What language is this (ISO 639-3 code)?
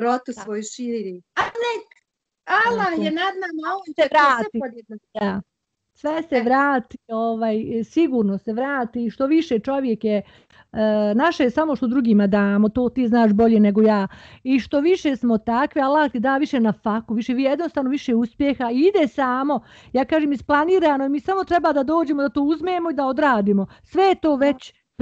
bos